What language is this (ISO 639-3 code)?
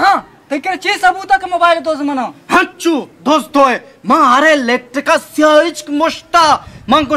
bal